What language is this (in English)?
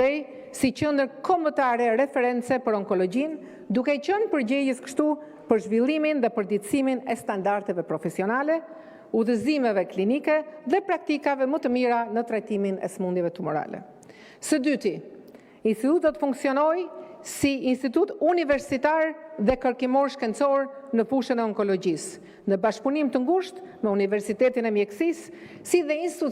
Albanian